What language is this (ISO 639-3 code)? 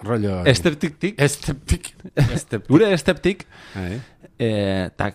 eus